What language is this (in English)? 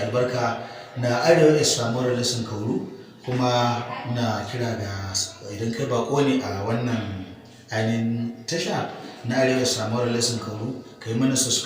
Hausa